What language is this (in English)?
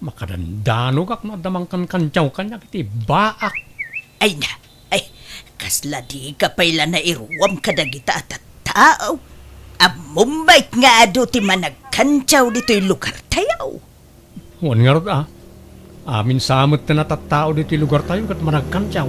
Iloko